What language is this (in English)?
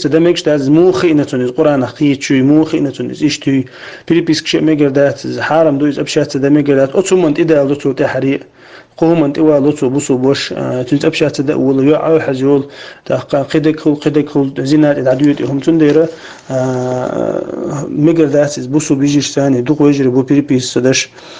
Chechen